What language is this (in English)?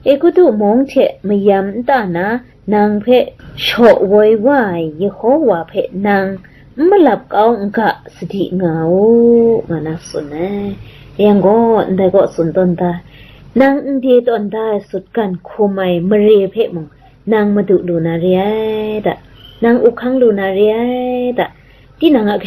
Kachin